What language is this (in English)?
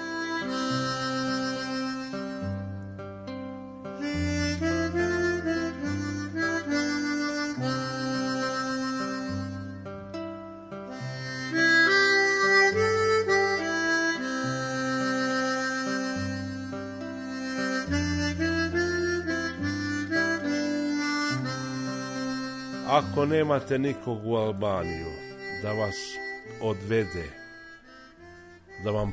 Serbian